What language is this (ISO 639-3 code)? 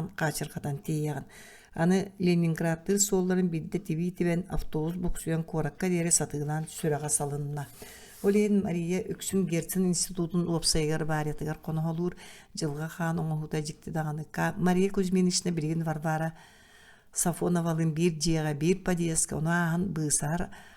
sah